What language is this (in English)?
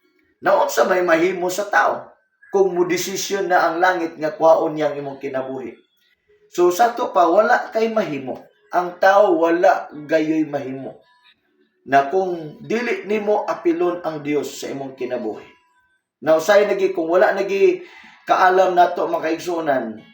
Cebuano